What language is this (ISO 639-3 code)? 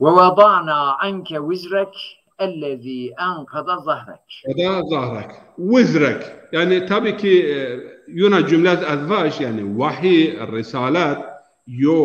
zza